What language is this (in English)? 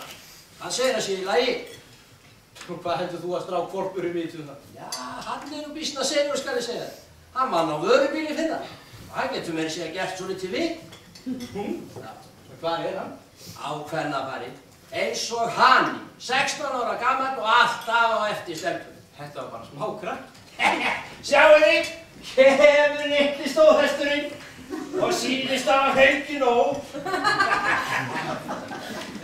Icelandic